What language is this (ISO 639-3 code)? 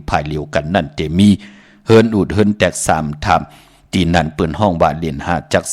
shn